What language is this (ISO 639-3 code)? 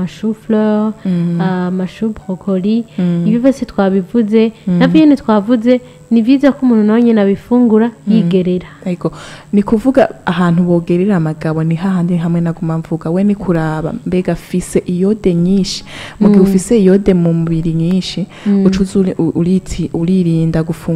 run